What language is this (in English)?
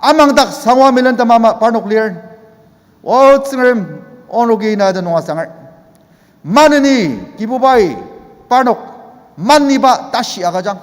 Ao Naga